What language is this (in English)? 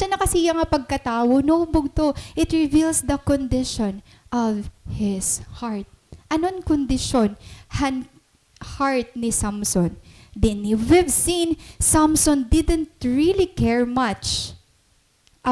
Waray